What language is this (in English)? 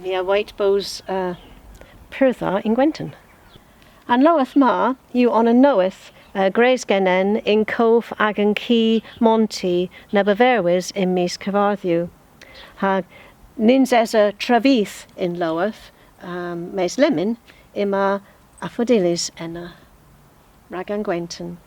Cornish